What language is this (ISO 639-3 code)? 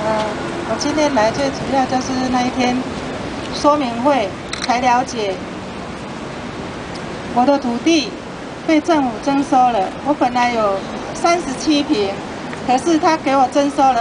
zho